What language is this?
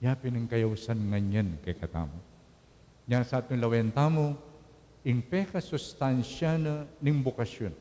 Pampanga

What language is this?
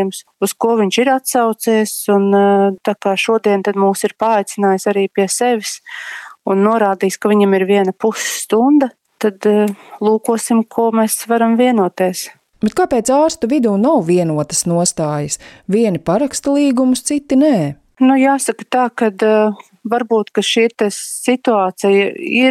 Latvian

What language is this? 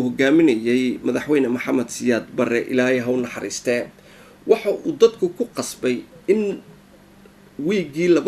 Somali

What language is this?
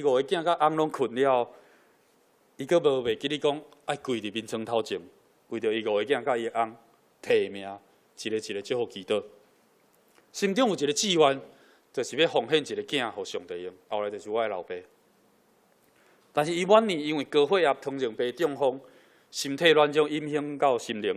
Min Nan Chinese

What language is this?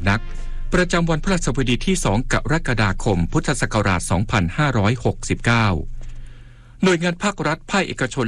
Thai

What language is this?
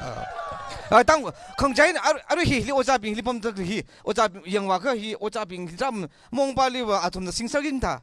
Tangkhul Naga (India)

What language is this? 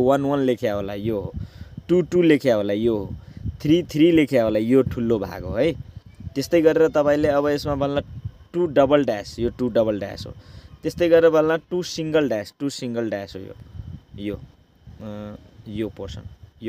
Nepali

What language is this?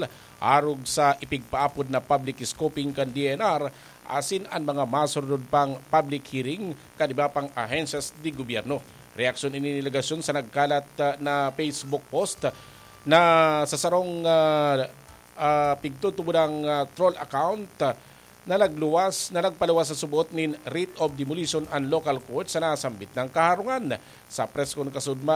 Bikol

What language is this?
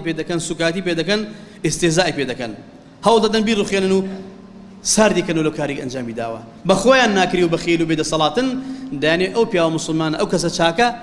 Central Kurdish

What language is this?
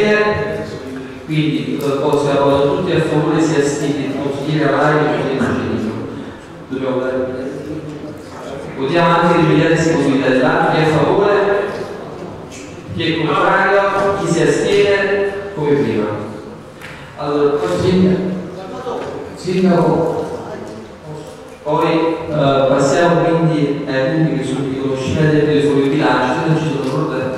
Italian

